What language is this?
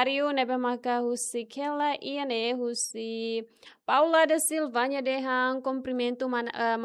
Tetum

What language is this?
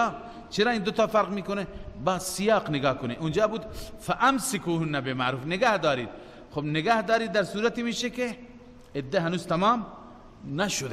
Persian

